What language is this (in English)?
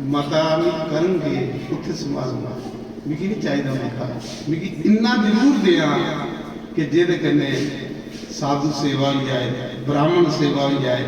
Dogri